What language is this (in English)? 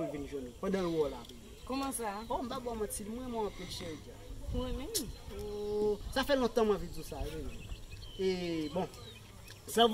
Haitian Creole